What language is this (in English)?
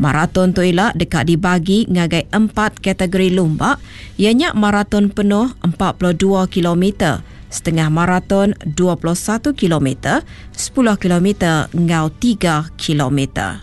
Iban